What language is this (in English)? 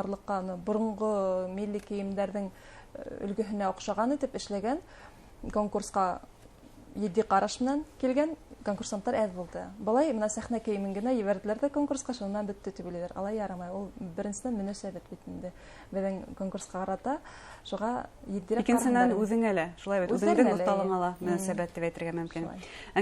Bashkir